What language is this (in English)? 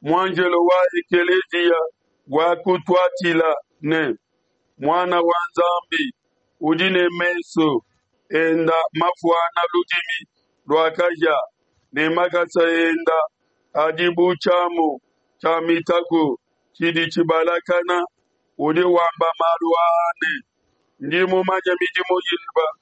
Luba-Lulua